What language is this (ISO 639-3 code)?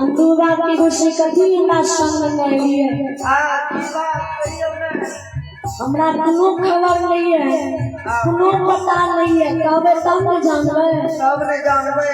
mai